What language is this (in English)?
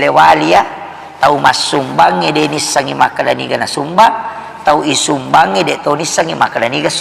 Buginese